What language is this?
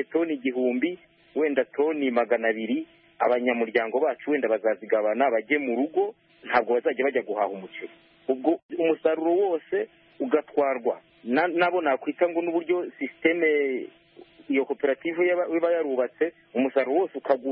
Kinyarwanda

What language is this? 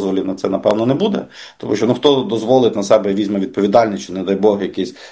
Ukrainian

